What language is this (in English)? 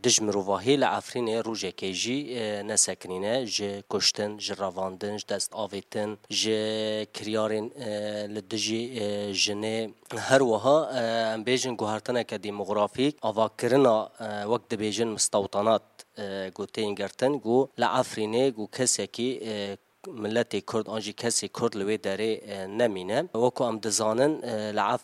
Kurdish